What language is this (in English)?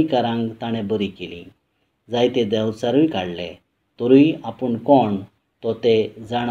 Konkani